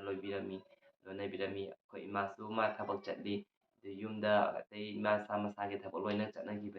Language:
Manipuri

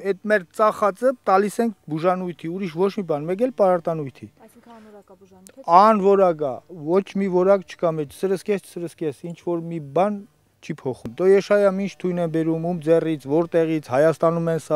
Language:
Armenian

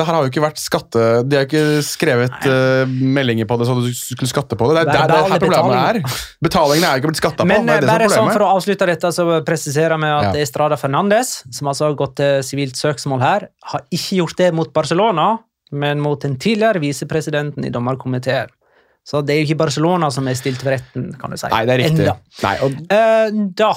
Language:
Norwegian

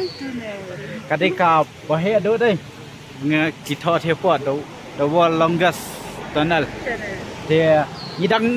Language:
Khasi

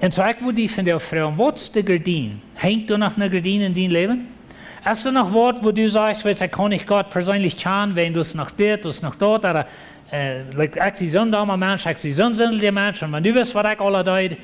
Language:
Plautdietsch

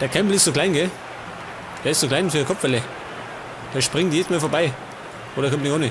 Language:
Bavarian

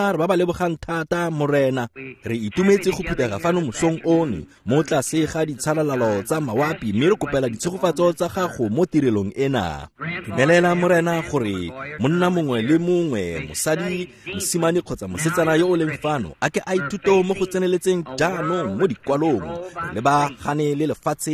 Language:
Tswana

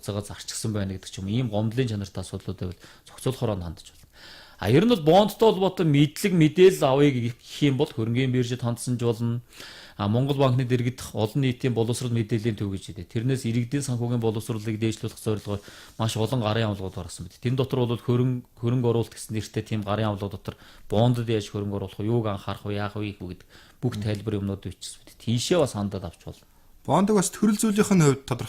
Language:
Mongolian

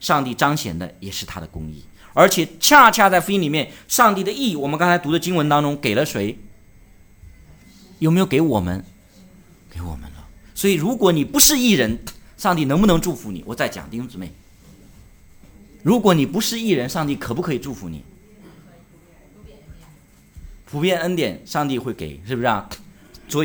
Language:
Chinese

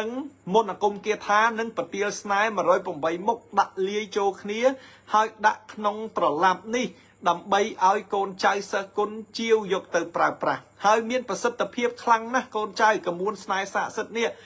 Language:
Khmer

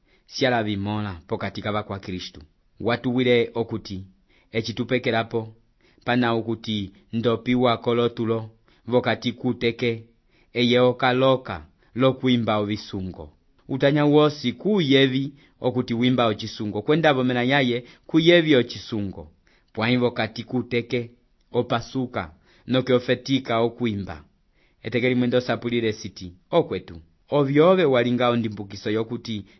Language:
Umbundu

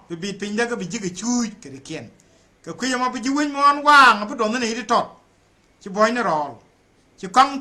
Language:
Nuer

